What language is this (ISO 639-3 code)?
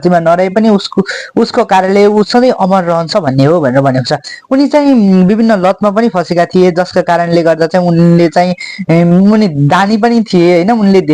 nep